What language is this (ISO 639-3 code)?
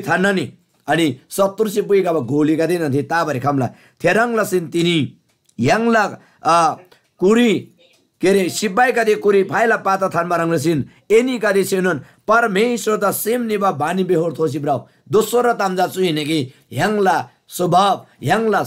taj